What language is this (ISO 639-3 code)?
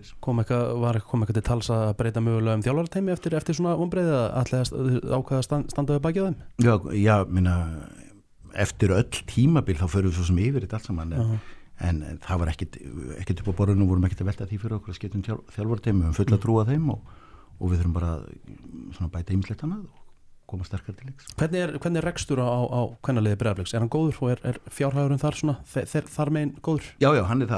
isl